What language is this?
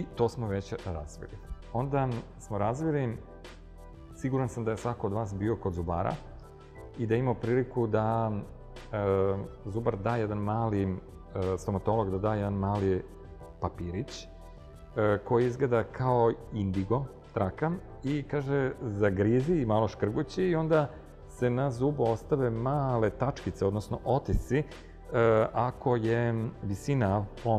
Serbian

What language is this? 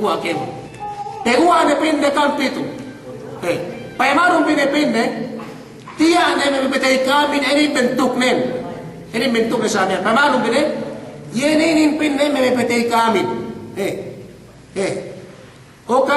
Yakan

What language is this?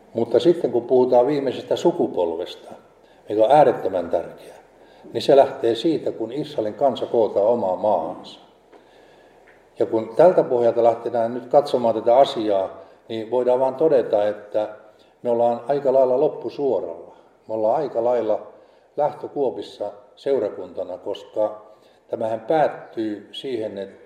Finnish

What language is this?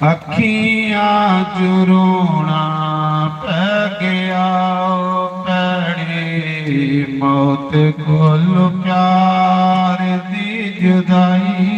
Dogri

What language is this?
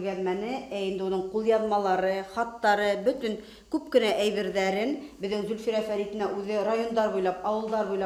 Bashkir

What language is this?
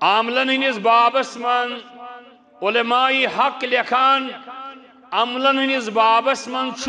Kashmiri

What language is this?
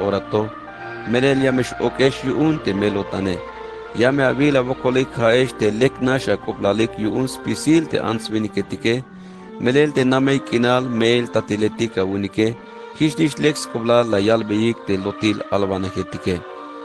Tzeltal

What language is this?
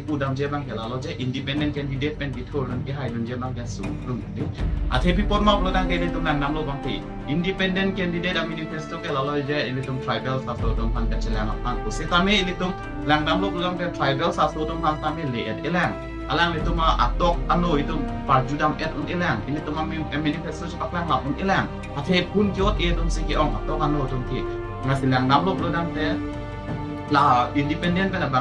Karbi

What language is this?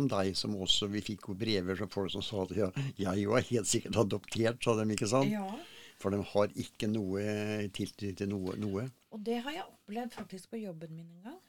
Norwegian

